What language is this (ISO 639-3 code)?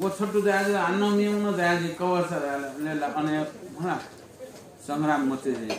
new